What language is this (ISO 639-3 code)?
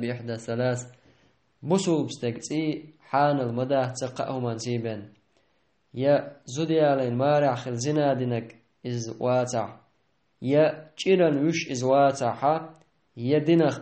che